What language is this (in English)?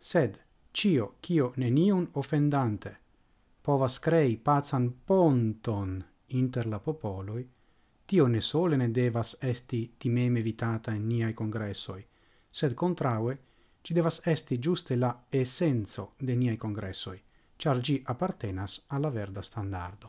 Esperanto